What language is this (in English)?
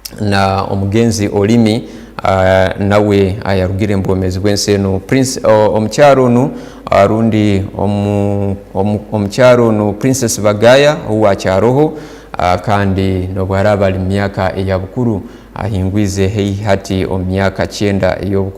Tooro